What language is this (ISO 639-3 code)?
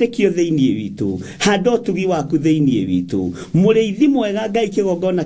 kik